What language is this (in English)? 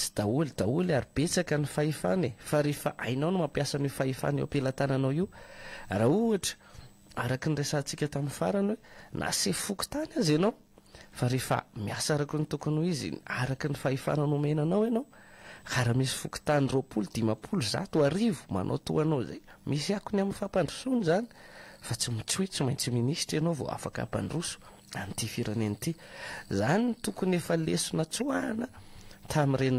Malagasy